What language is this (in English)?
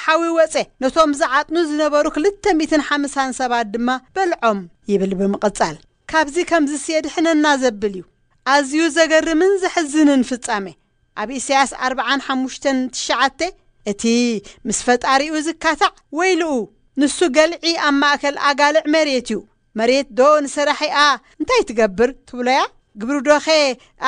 Tigrinya